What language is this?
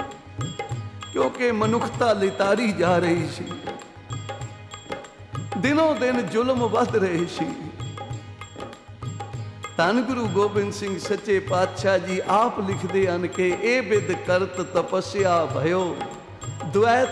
Punjabi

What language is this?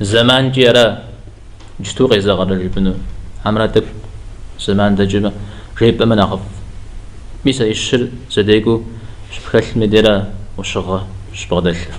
Kabardian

